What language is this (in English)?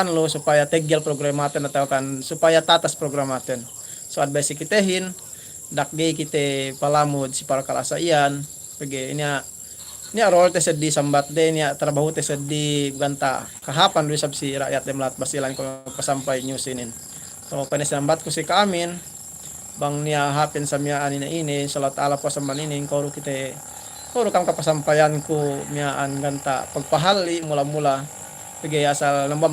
Yakan